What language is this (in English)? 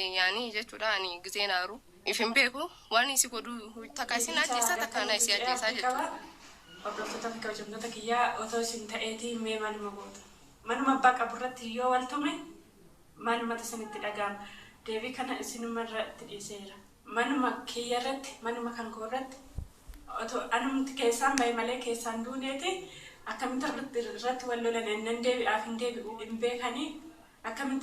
Oromo